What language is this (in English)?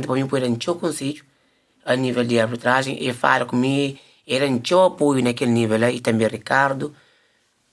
Kabuverdianu